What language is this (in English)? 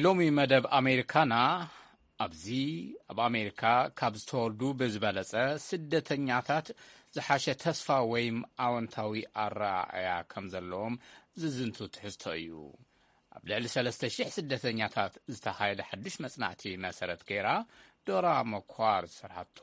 Tigrinya